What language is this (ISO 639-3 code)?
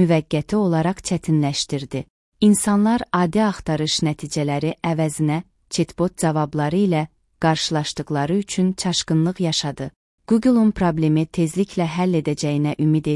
aze